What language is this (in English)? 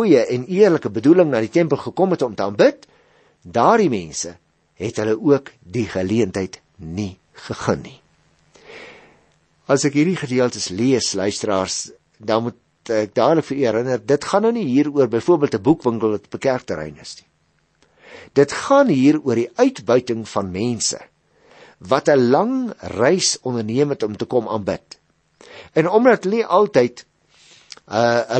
Afrikaans